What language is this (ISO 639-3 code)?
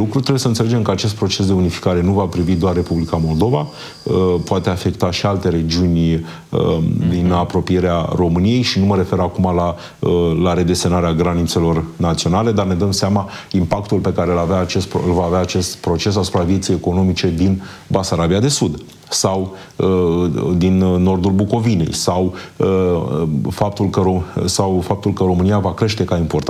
ron